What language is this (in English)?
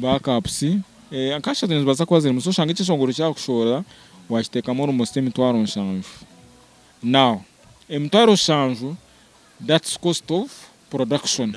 Nyankole